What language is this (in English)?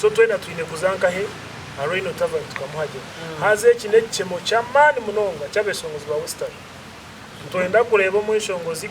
Nyankole